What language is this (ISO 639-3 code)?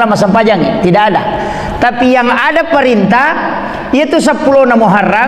bug